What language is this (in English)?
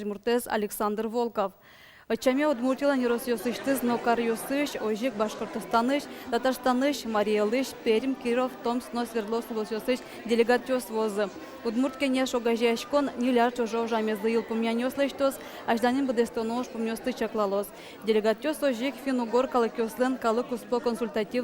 Udmurt